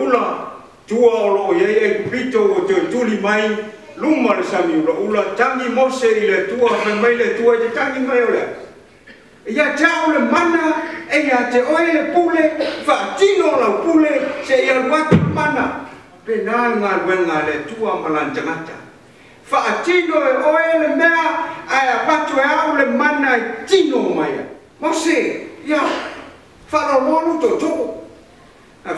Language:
Samoan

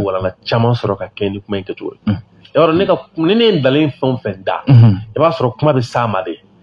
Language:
Bambara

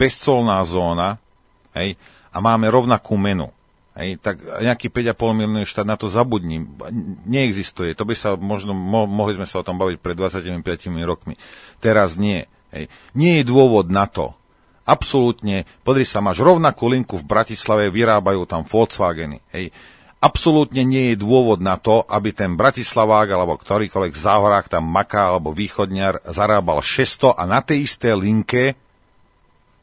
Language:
Slovak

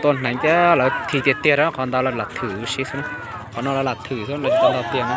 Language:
Hmong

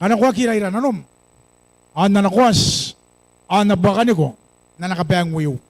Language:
Gilbertese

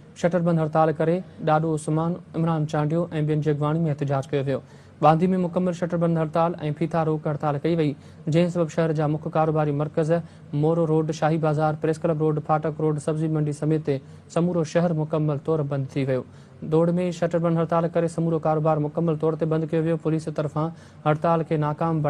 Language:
Sindhi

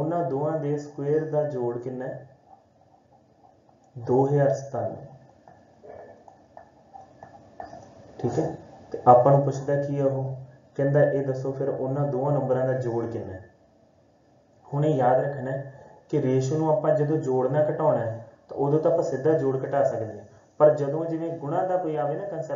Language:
Punjabi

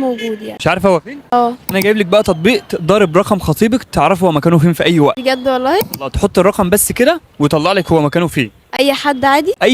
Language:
Egyptian Arabic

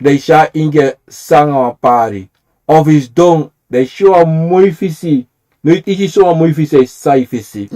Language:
Sranan Tongo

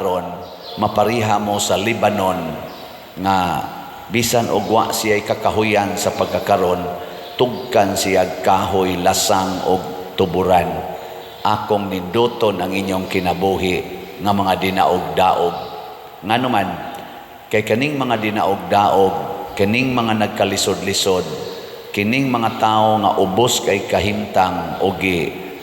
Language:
Cebuano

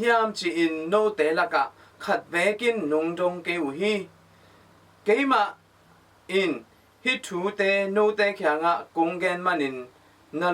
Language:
Tedim Chin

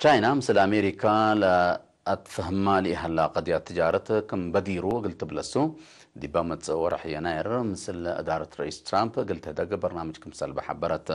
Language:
Tigre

